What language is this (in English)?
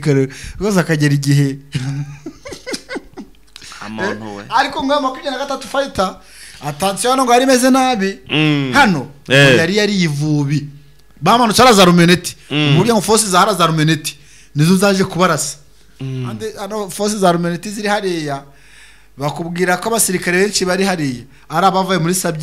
Kinyarwanda